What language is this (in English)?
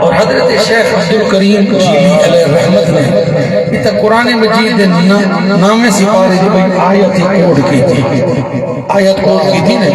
Saraiki